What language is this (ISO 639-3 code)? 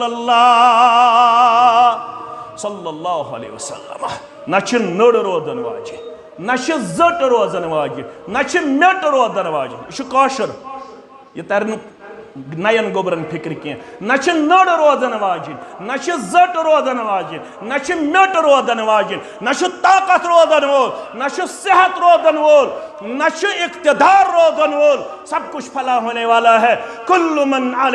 kas